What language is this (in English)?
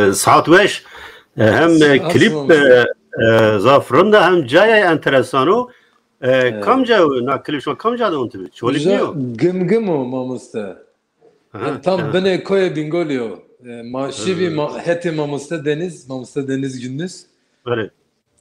Zaza